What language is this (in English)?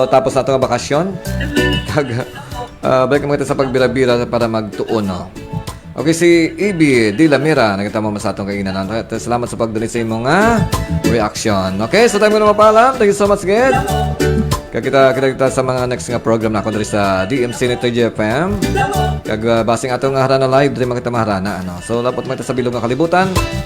Hiligaynon